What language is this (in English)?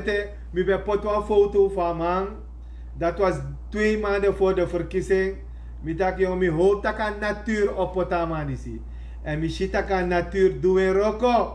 Sranan Tongo